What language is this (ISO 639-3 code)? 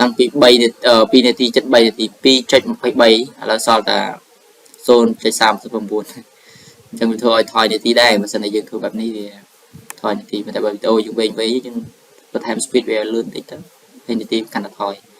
khm